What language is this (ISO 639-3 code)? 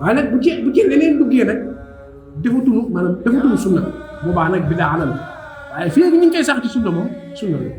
wol